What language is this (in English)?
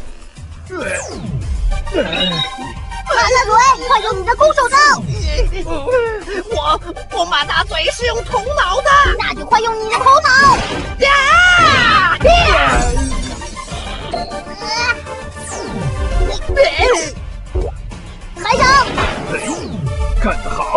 Chinese